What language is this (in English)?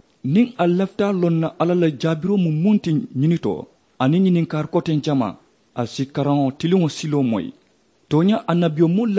Mandingo